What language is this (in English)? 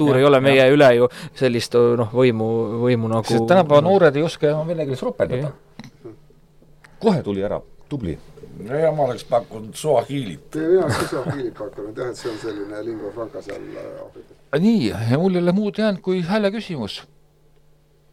Estonian